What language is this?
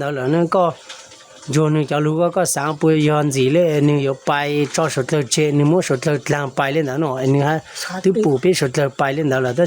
Hmong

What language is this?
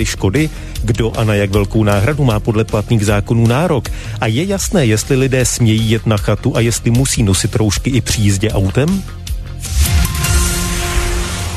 Czech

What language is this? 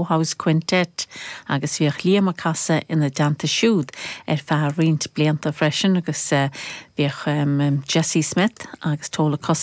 Irish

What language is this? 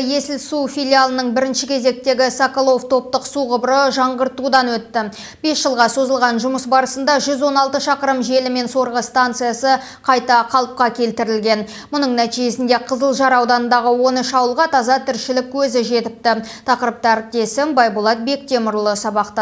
Kazakh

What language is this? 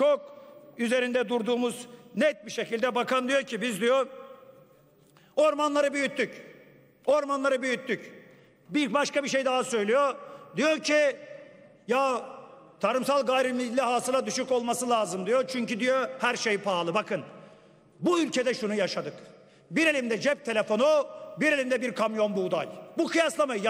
Turkish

